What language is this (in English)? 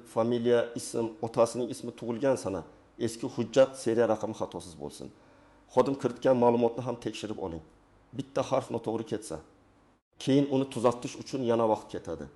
Uzbek